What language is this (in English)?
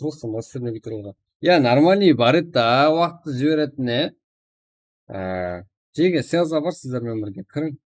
Kara-Kalpak